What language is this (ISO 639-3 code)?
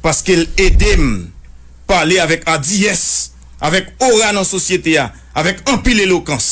hat